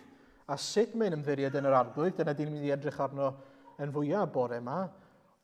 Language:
Welsh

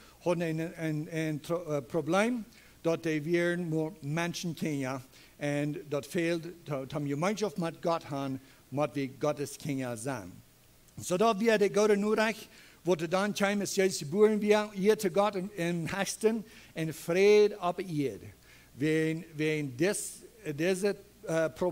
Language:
Plautdietsch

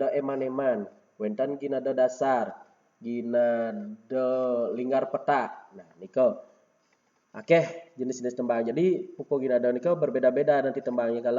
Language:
Balinese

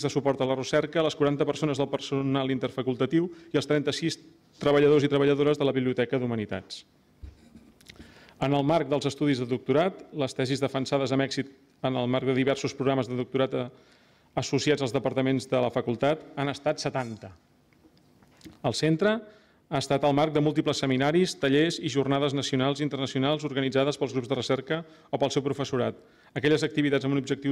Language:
Catalan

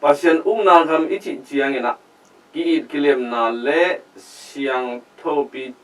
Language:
Tedim Chin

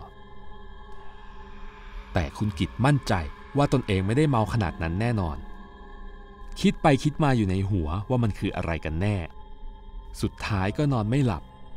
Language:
Thai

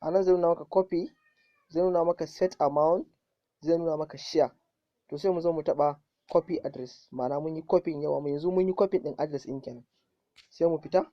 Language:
Hausa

